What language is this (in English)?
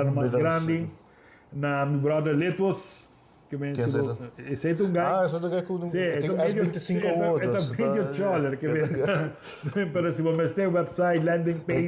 Papiamento